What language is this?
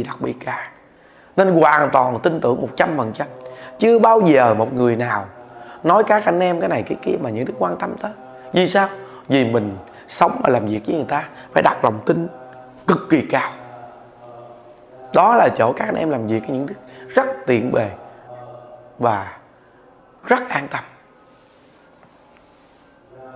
Vietnamese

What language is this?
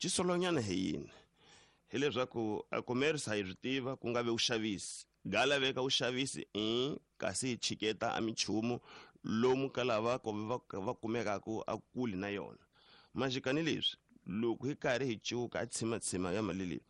Tsonga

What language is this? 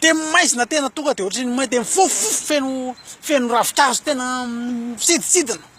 Malagasy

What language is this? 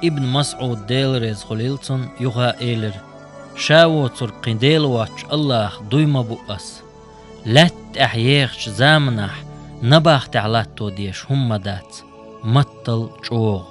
Chechen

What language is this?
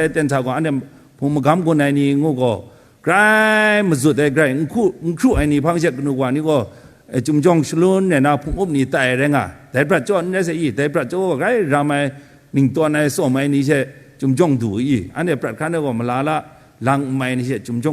Kachin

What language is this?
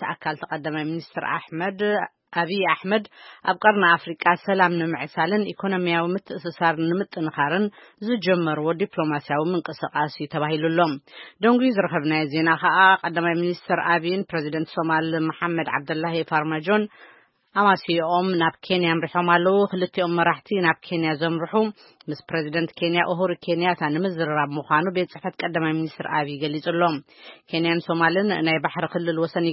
Tigrinya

